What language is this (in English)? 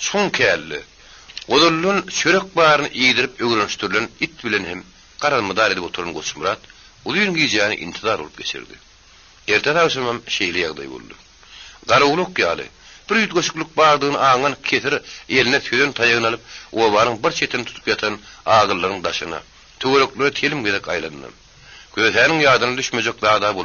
Turkmen